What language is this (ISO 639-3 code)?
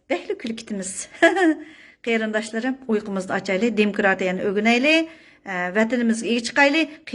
uig